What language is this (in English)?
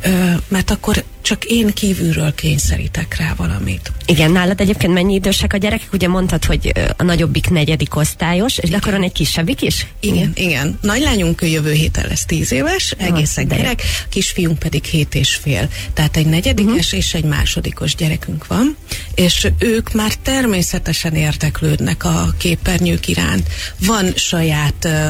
Hungarian